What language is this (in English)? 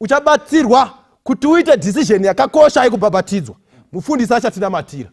Shona